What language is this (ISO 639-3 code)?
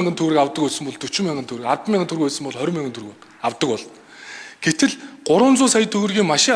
mon